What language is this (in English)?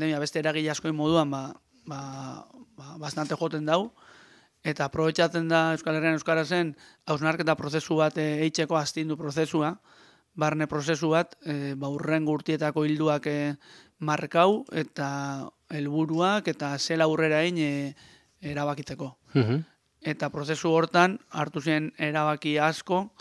Basque